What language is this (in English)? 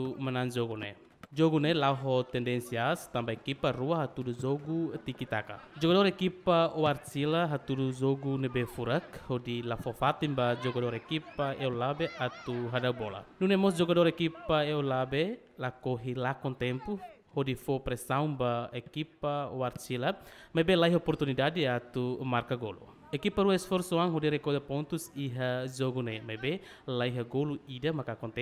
Tetum